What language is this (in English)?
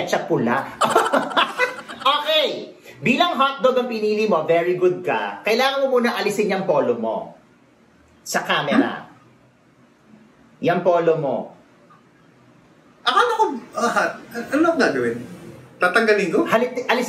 Filipino